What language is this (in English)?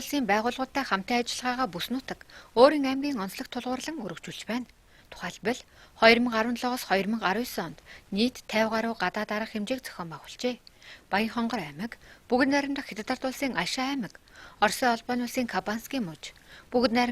Mongolian